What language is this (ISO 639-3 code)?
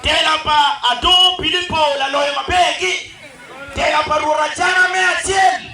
ach